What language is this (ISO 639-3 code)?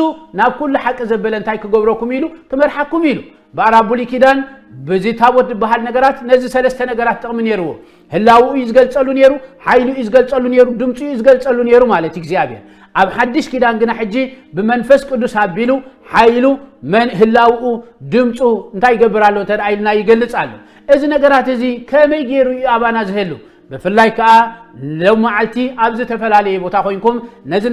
tir